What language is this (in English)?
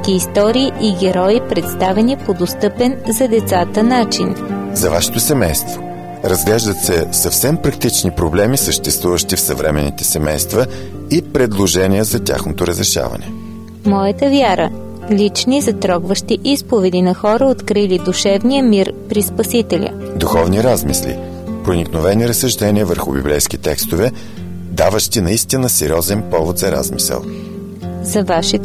Bulgarian